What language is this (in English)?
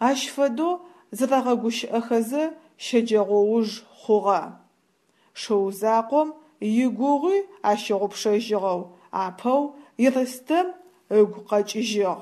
Adyghe